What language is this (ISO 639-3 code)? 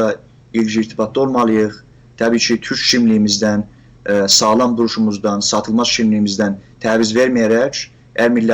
azb